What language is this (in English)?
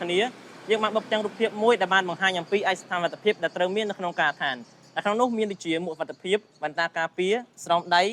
Khmer